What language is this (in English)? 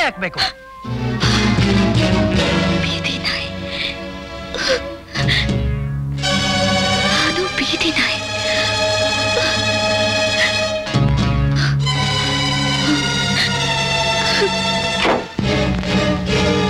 Kannada